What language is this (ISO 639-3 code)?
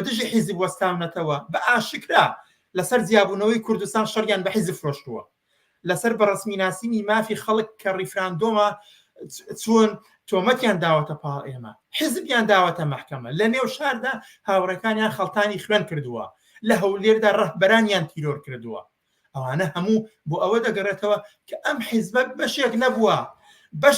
ckb